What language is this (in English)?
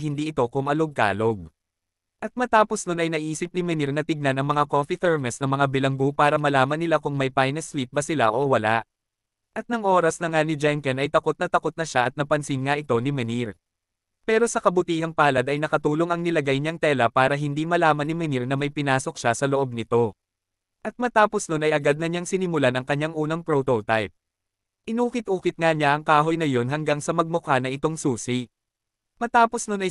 Filipino